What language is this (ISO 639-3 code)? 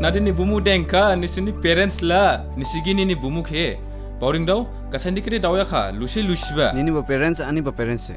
dis